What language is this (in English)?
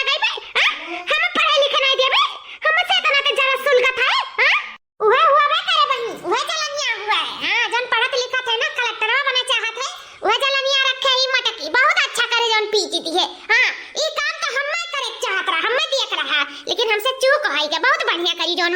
Awadhi